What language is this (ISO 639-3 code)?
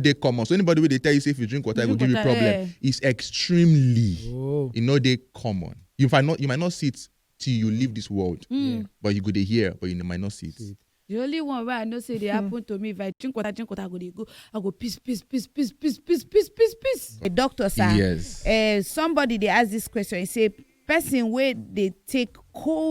pcm